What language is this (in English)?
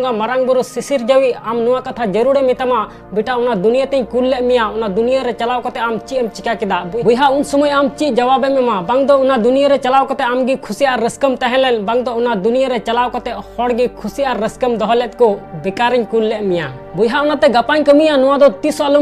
Santali